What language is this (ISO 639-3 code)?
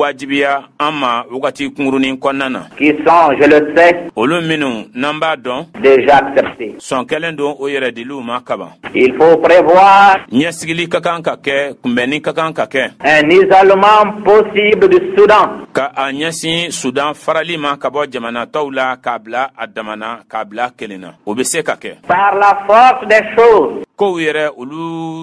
bam